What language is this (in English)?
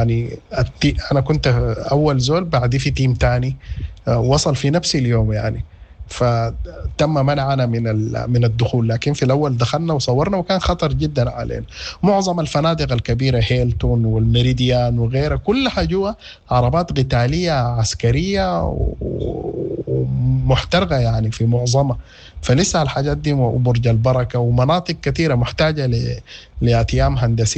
Sudanese Arabic